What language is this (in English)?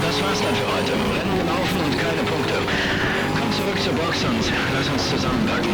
Bavarian